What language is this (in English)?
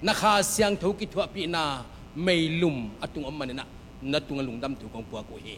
Tedim Chin